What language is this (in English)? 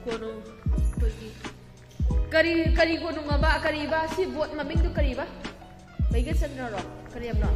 Manipuri